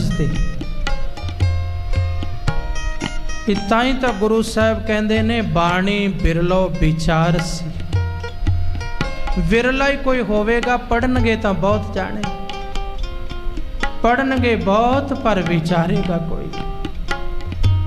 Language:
Punjabi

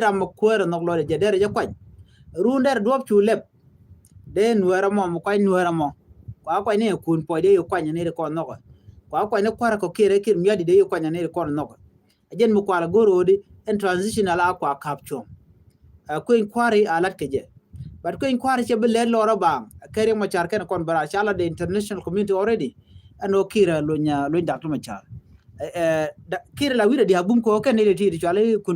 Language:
Nuer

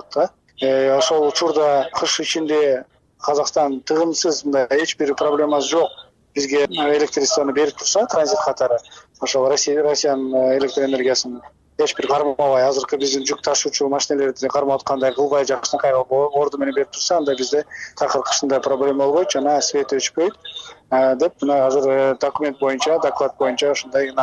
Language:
Kyrgyz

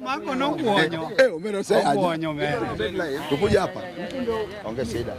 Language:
Luo (Kenya and Tanzania)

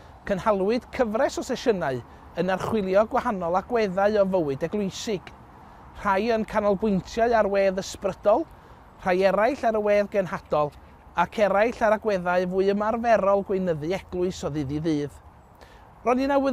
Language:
Welsh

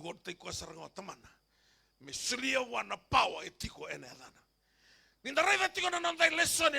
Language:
Fijian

